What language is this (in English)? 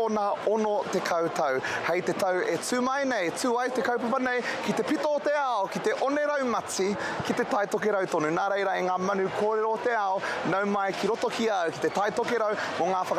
Māori